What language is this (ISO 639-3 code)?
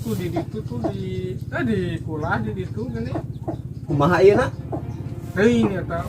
sun